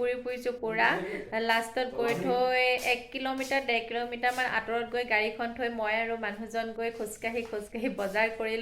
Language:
Assamese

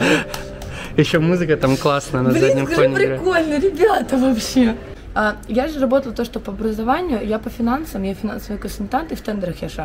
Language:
Russian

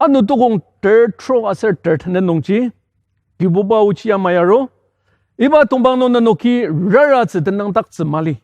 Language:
Ao Naga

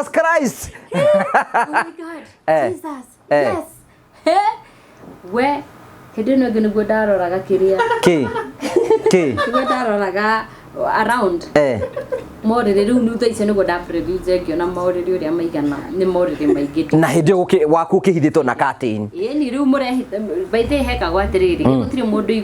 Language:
Kikuyu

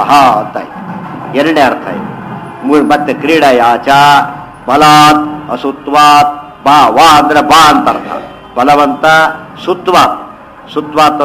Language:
Kannada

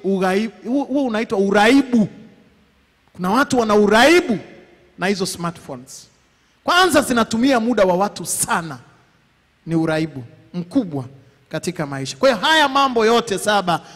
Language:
Swahili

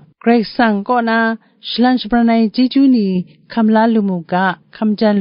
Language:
Kachin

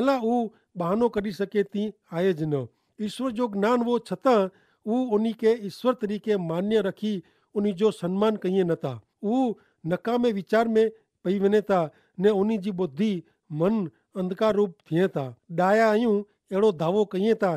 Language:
Kachhi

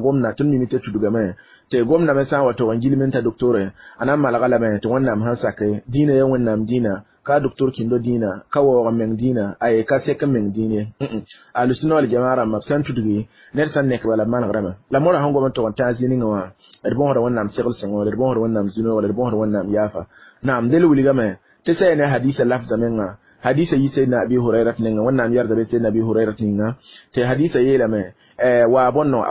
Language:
Mossi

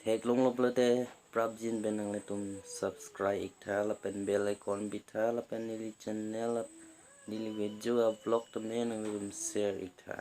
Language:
Karbi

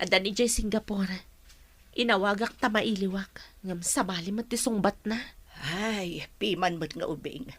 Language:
Iloko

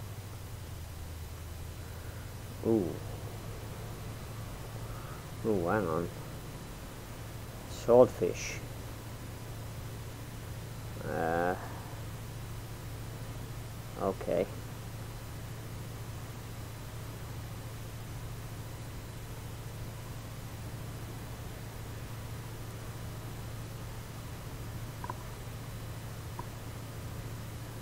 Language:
English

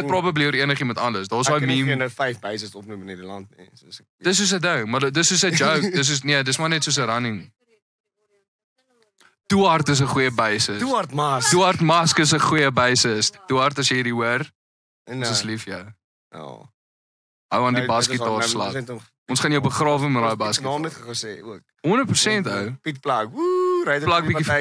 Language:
Afrikaans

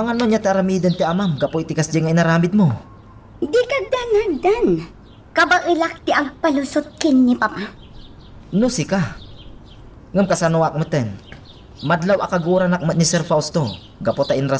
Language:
Iloko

